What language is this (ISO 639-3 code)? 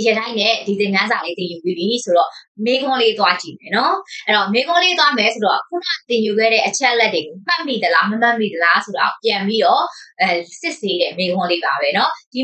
mya